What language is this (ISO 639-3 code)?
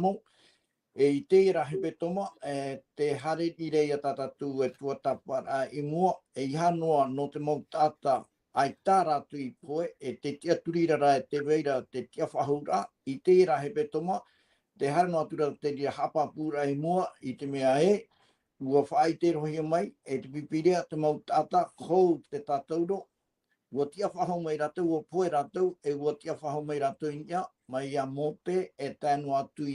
tah